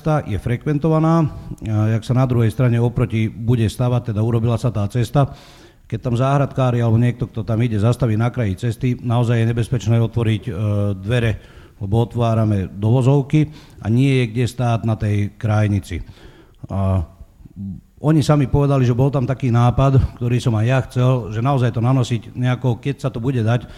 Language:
Slovak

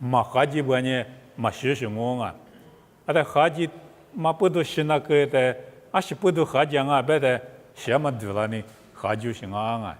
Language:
Lisu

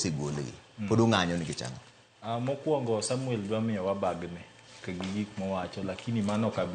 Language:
Luo (Kenya and Tanzania)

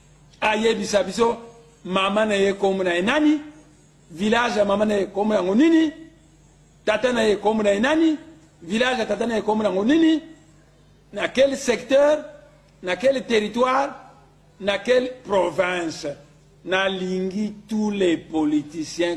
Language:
Lingala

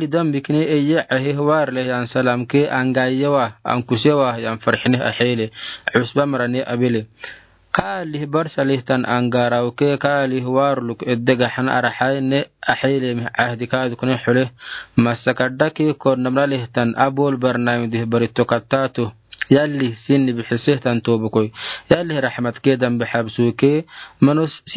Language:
Afar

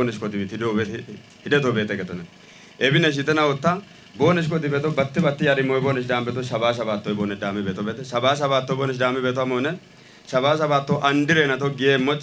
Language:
Kafa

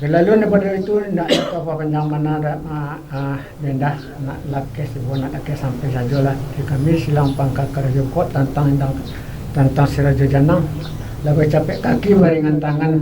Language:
Minangkabau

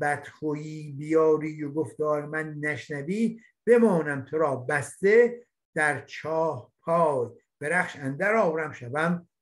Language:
Persian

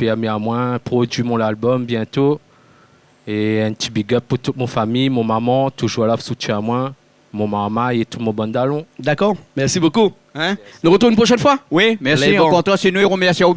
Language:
Réunion Creole French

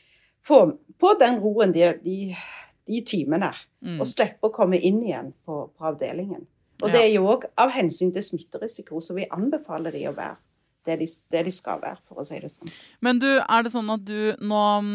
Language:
Norwegian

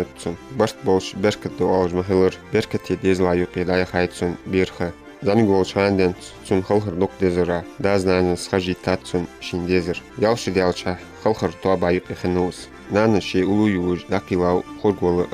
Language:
Ingush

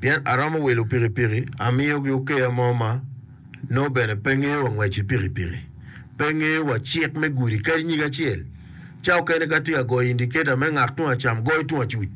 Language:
Acoli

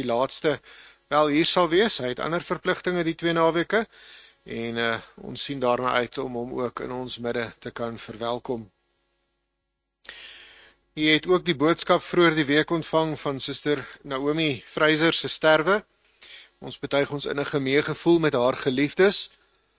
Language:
Afrikaans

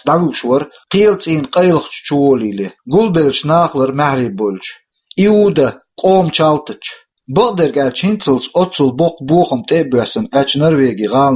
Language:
Chechen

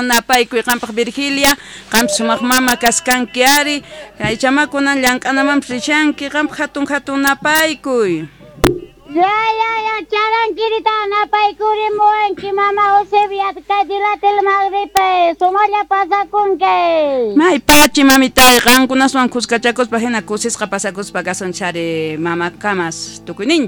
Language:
South Bolivian Quechua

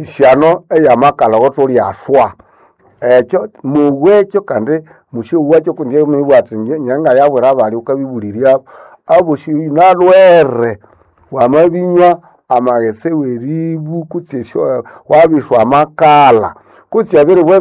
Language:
Nande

